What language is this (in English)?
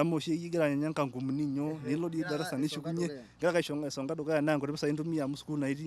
Masai